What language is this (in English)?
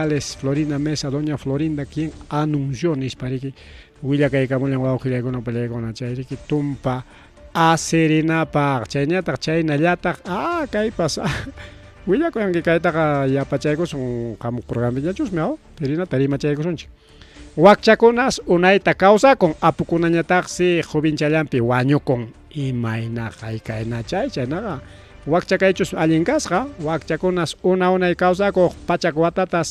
Ayacucho Quechua